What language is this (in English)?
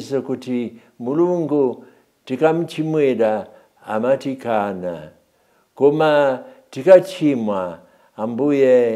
Nyanja